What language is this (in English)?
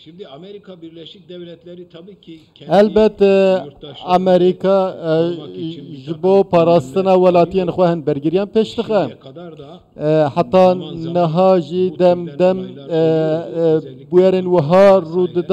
Kurdish